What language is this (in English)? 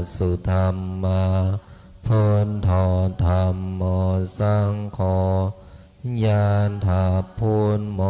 Pali